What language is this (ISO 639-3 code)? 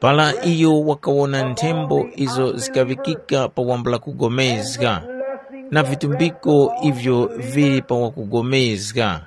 tum